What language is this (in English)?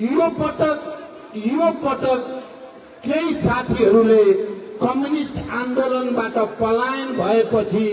Nepali